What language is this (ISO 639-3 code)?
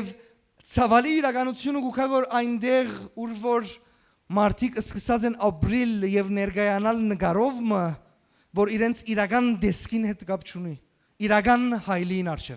hyw